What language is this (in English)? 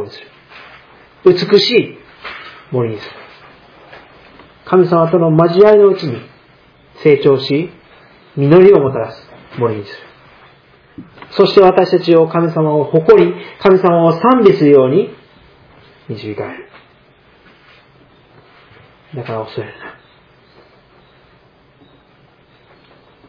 Japanese